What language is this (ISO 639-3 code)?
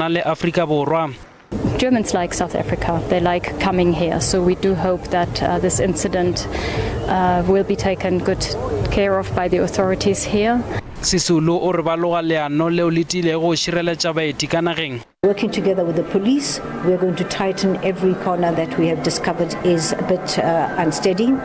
nso